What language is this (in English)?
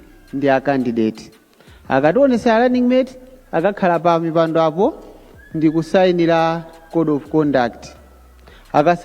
Nyanja